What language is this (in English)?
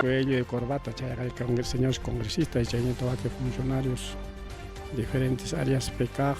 Ayacucho Quechua